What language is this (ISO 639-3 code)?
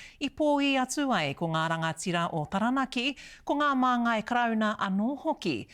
mri